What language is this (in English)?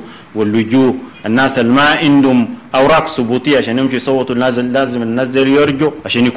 Sudanese Arabic